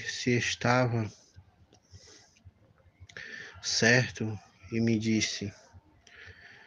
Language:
Portuguese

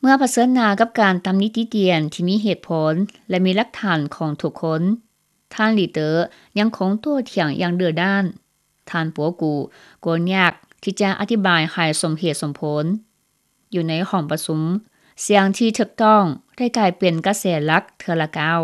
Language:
Lao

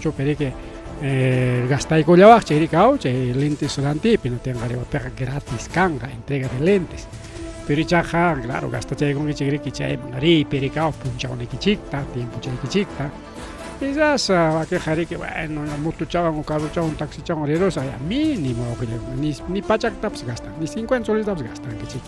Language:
Ayacucho Quechua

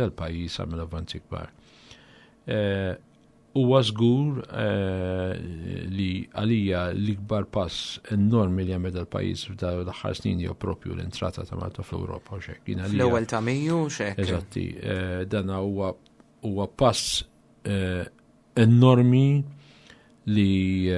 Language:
Maltese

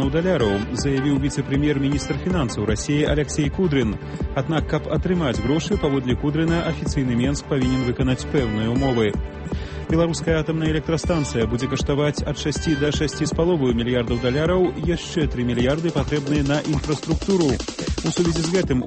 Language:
Belarusian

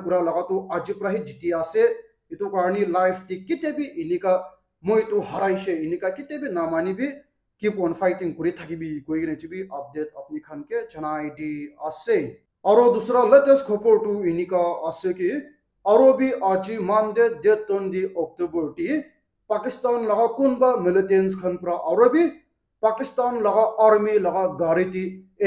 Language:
Naga Pidgin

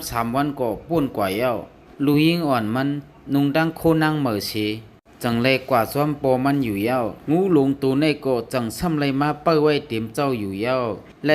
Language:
Shan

